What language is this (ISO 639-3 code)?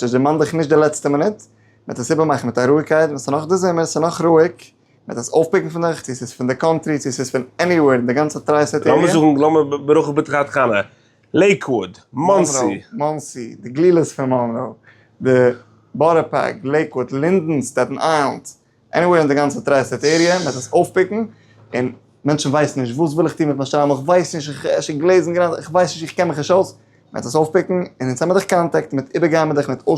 yid